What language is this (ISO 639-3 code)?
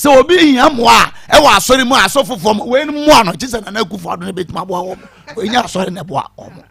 aka